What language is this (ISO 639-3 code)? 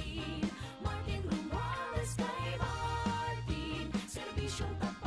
bik